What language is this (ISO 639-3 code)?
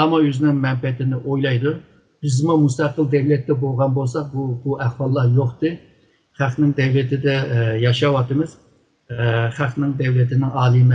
uig